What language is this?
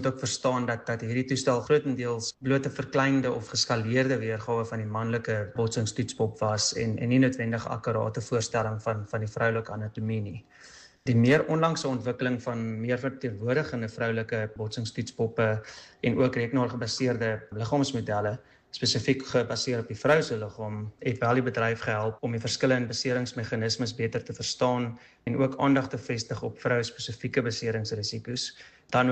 Afrikaans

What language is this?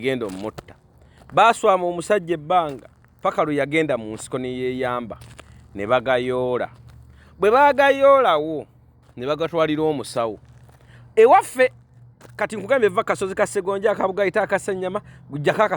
Ganda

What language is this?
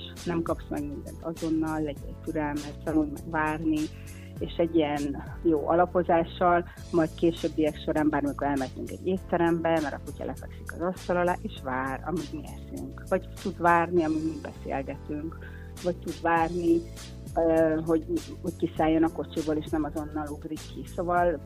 Hungarian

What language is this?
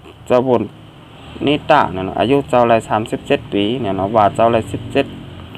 Shan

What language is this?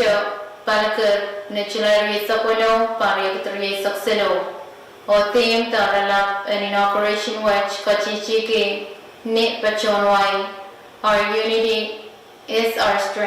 Pohnpeian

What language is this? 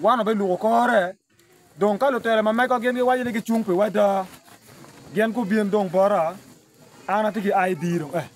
Acoli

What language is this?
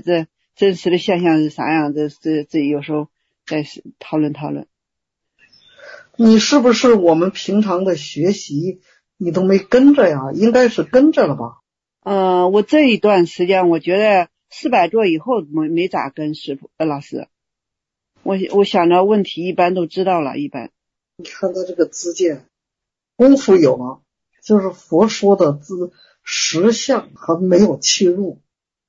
Chinese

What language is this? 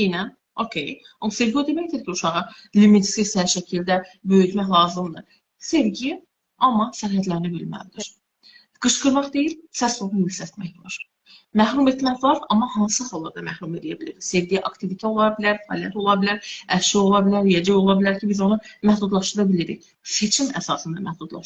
Azerbaijani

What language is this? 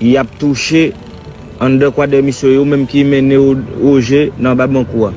Haitian Creole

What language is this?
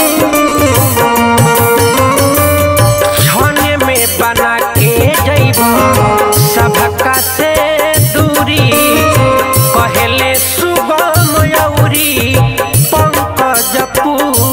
Bhojpuri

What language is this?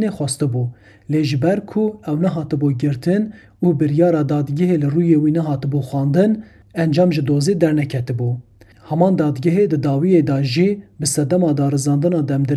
Kurdish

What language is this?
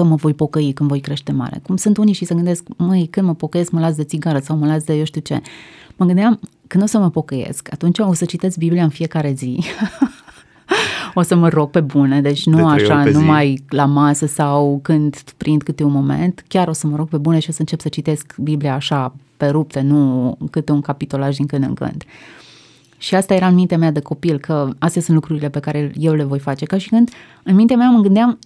Romanian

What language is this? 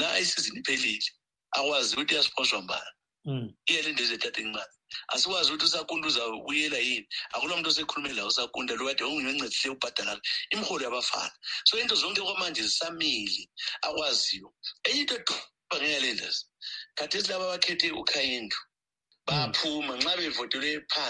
North Ndebele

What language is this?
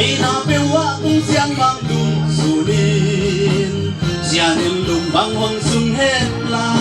Paite Chin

